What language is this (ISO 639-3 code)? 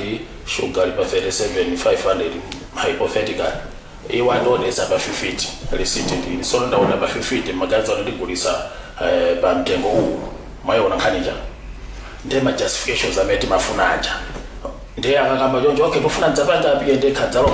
nya